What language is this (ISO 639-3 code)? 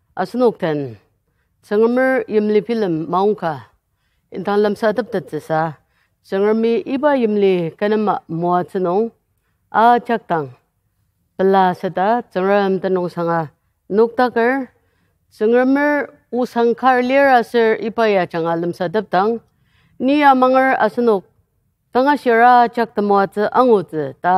njo